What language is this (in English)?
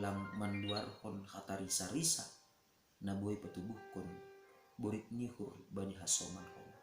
Batak Simalungun